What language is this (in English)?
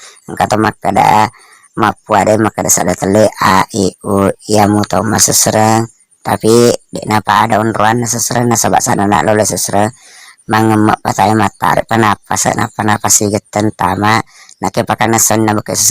Buginese